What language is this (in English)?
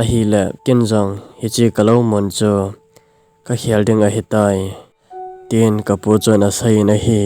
Thado Chin